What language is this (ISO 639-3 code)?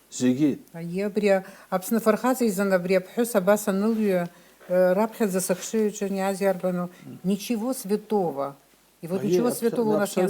abk